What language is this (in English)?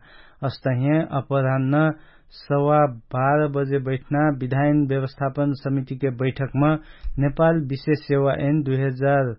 Dangaura Tharu